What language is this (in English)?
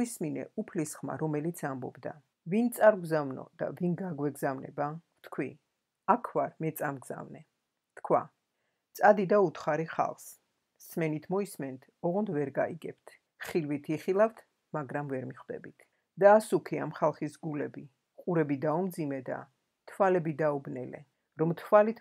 Georgian